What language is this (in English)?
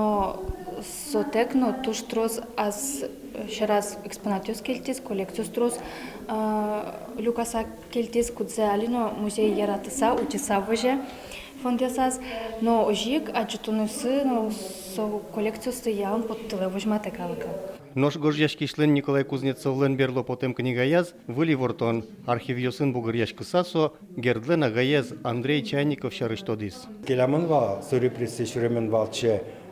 Udmurt